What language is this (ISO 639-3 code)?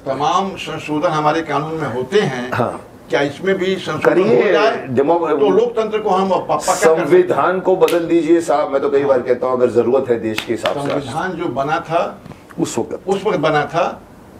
hin